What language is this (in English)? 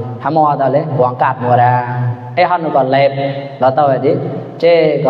Mon